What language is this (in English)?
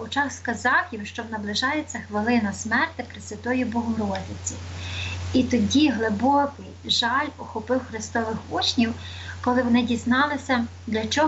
Ukrainian